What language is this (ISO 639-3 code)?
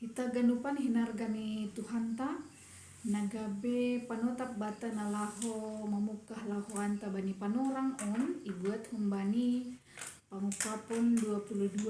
bts